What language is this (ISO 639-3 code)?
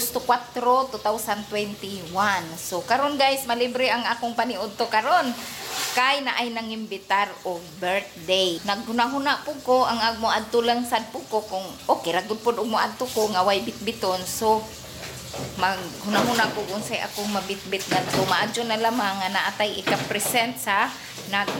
ceb